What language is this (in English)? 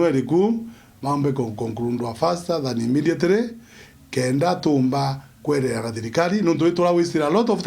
Meru